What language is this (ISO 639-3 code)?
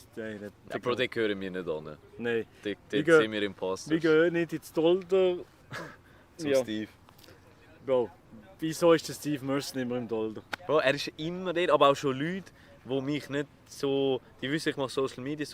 gsw